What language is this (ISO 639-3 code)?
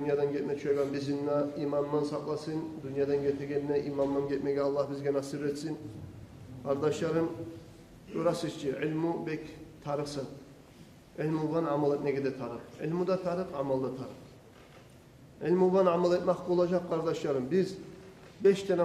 kum